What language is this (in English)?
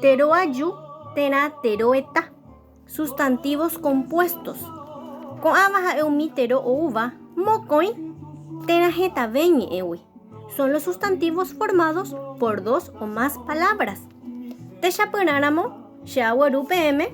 Guarani